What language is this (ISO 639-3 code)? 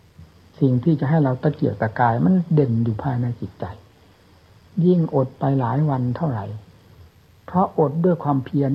tha